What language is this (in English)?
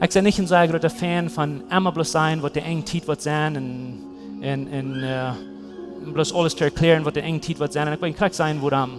Plautdietsch